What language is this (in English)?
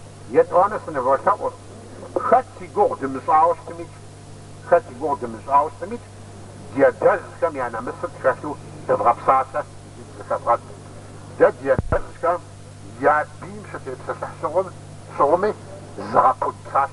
Kabardian